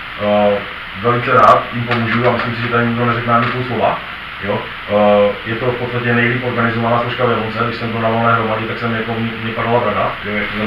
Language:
Czech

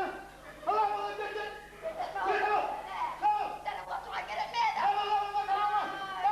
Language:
Kumyk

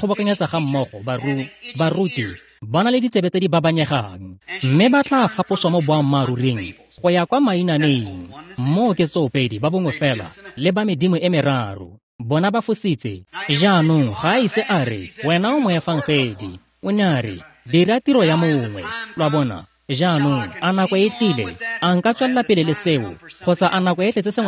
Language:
Tswana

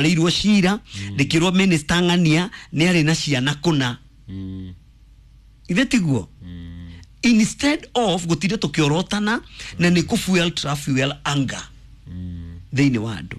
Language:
Kikuyu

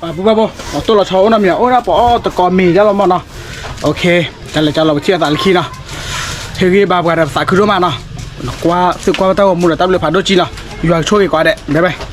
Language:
S'gaw Karen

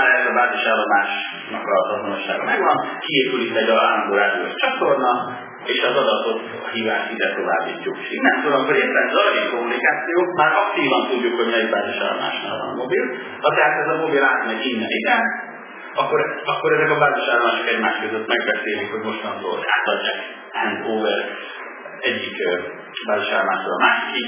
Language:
Hungarian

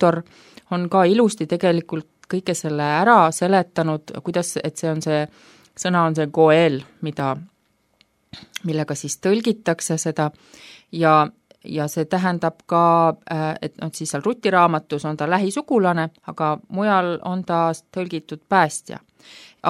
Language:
Estonian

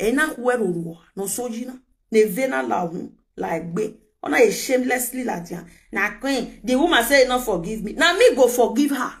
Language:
Nigerian Pidgin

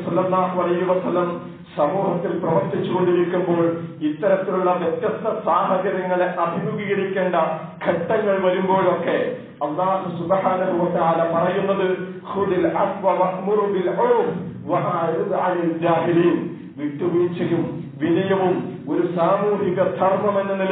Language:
Malayalam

